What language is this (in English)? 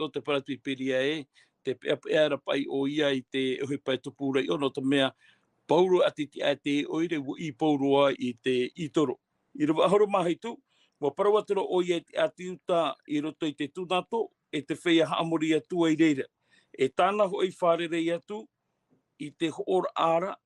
Tahitian